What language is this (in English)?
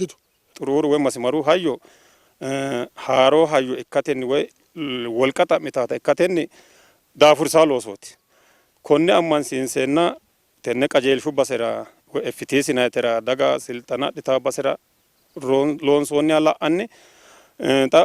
Sidamo